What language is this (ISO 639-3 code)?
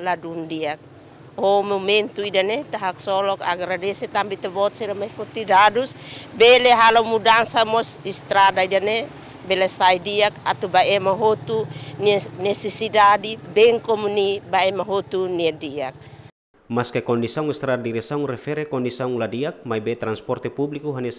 tet